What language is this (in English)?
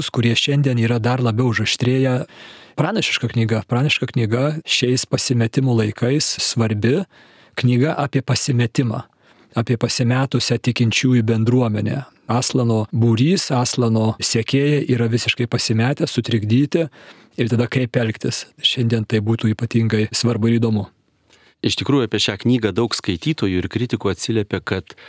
Lithuanian